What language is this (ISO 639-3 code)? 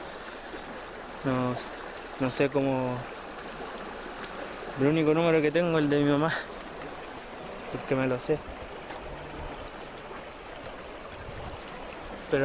spa